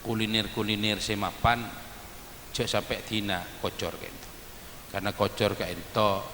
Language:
Madurese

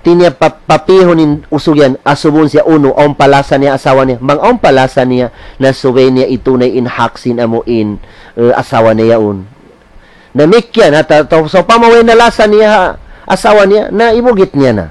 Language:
Tausug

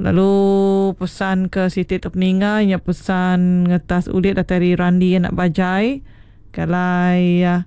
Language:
Iban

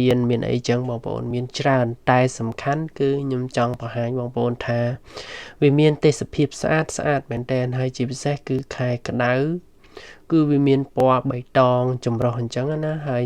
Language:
Khmer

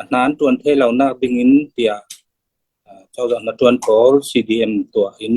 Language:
Falam Chin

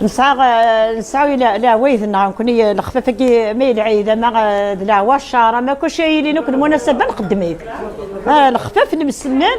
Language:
Kabyle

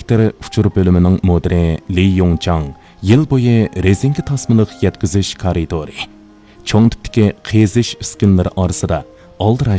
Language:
Uyghur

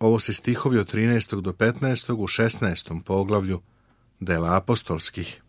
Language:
Serbian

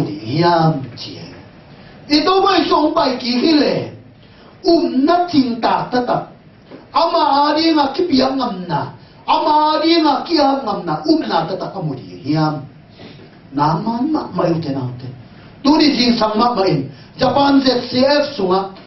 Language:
Tedim Chin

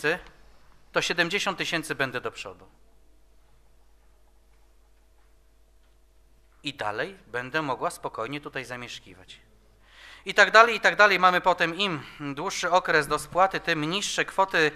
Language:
Polish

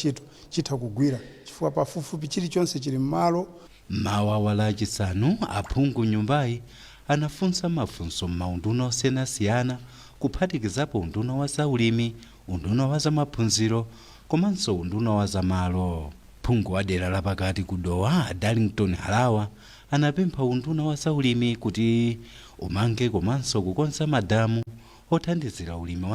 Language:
Nyanja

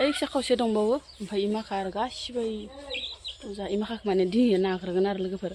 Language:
Bodo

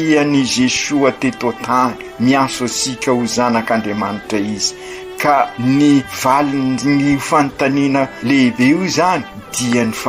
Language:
Malagasy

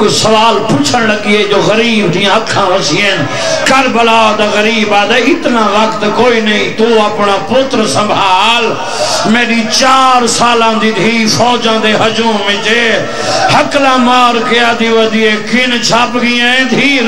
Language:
Saraiki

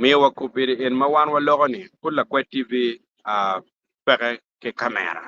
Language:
Acoli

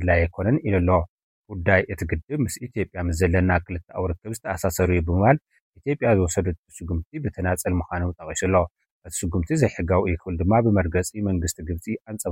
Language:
Tigrinya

